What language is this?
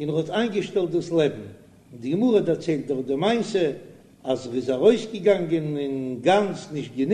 Yiddish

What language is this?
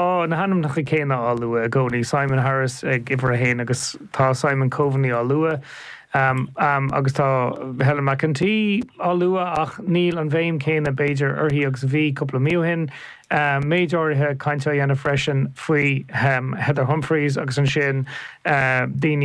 Irish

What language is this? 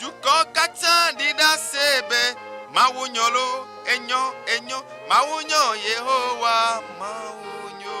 Ewe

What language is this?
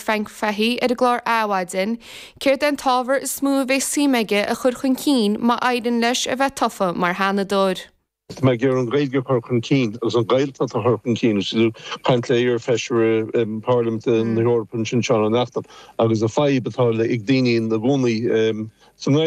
Irish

